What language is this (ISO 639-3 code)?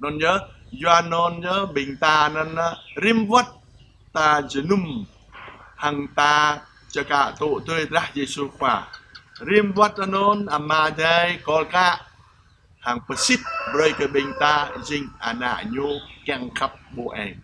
jra